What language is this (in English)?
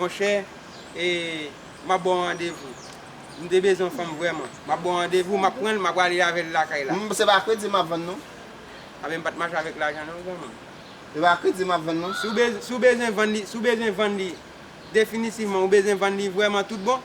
Haitian Creole